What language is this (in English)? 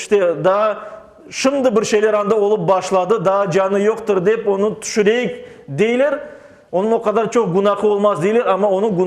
Crimean Tatar